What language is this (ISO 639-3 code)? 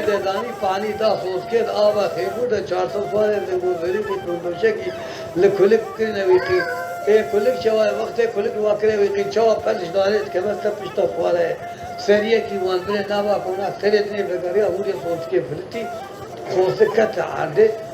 kur